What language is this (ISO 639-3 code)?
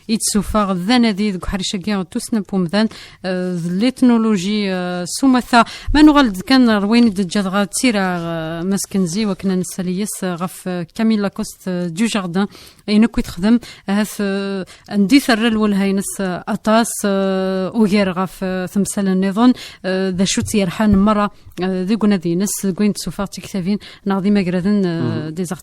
kab